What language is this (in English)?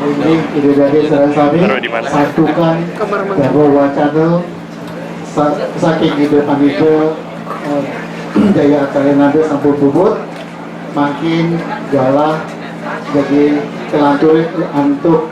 Balinese